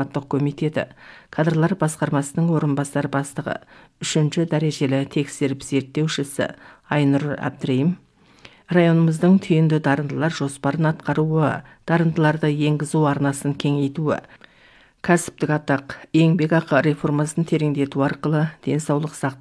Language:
Kazakh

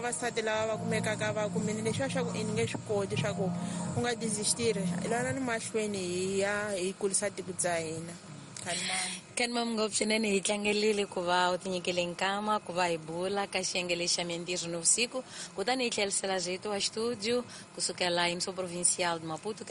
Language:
Tsonga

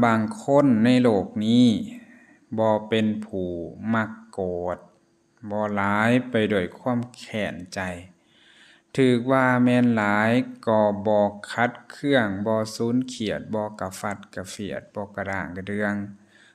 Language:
Lao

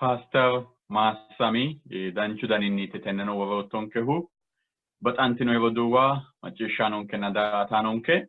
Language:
Sidamo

